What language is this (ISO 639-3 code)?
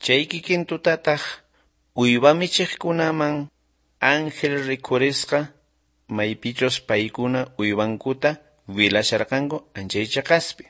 quh